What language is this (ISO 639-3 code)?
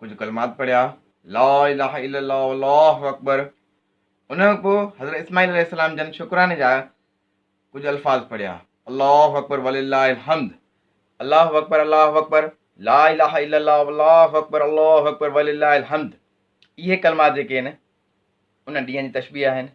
snd